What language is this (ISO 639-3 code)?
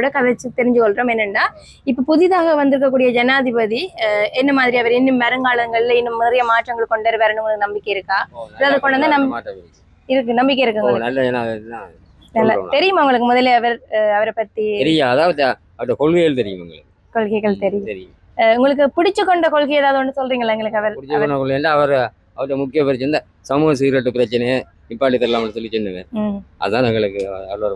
tam